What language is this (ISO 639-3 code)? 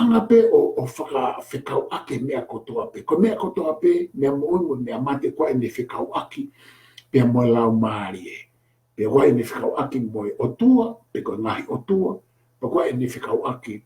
ton